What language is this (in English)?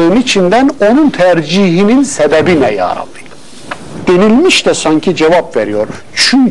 Turkish